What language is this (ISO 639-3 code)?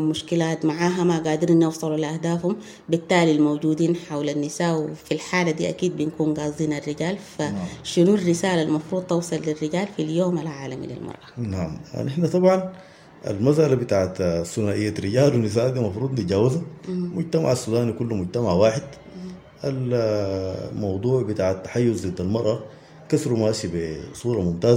apd